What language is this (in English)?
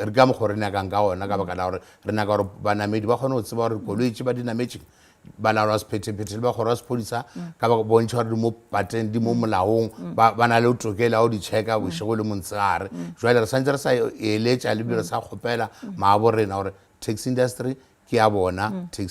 Northern Sotho